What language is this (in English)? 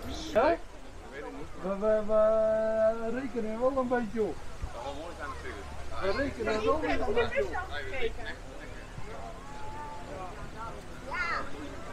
Dutch